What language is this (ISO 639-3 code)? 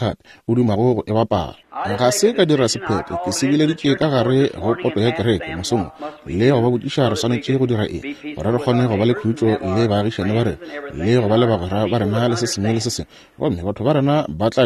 nso